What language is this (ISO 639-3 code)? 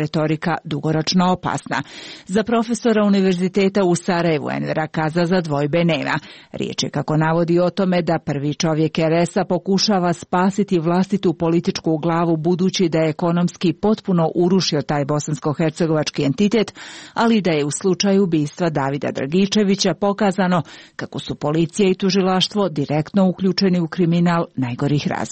srp